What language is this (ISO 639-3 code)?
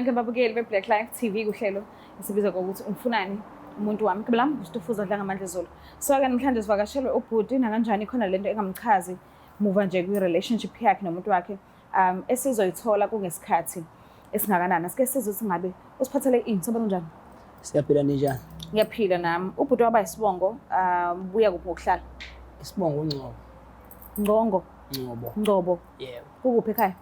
zul